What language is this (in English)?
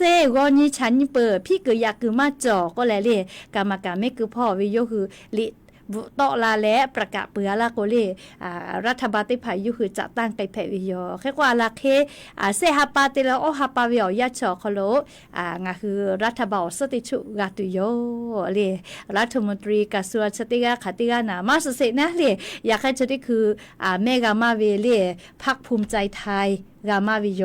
Lahu